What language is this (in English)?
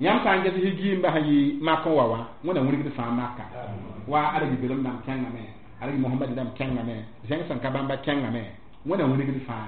Mossi